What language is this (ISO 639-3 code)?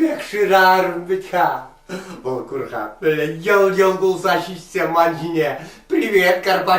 chv